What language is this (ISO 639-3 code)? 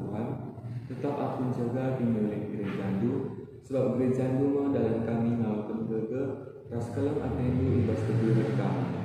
btx